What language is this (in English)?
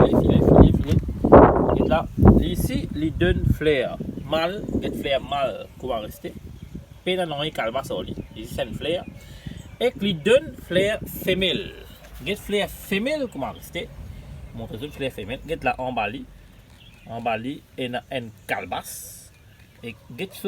Morisyen